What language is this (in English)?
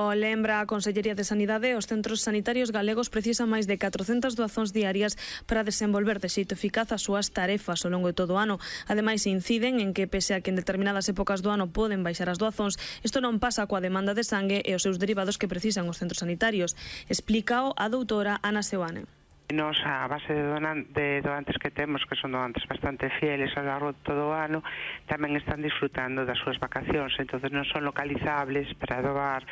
Galician